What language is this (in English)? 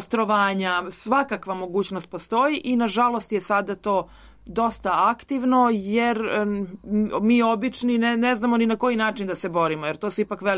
Serbian